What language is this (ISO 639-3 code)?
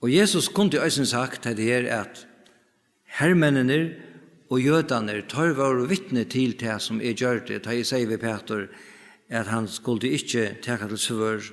fao